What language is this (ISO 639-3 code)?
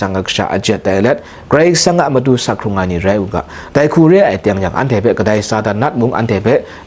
kac